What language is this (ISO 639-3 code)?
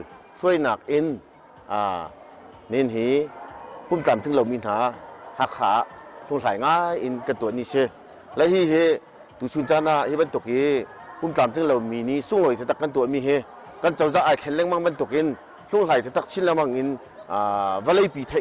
cnh